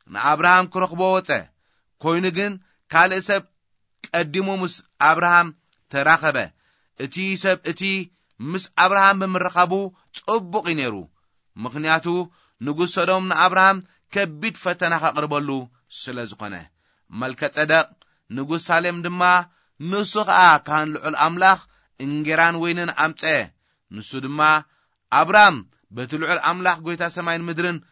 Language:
Tigrinya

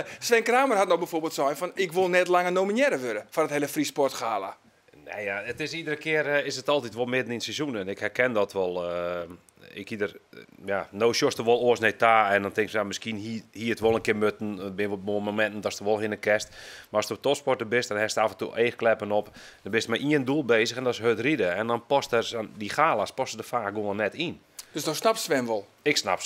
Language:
Western Frisian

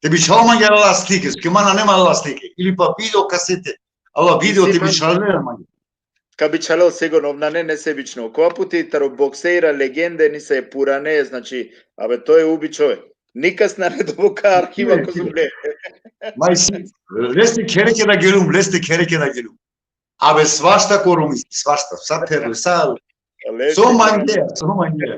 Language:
Balkan Romani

